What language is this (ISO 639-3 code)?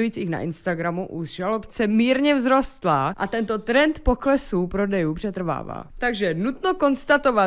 ces